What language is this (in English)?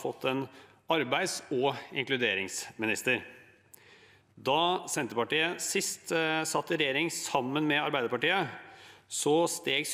Norwegian